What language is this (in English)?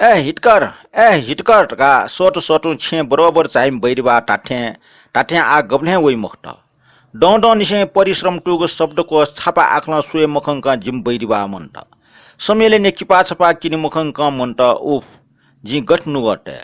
Newari